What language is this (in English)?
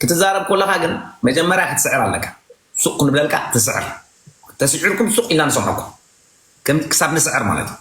Tigrinya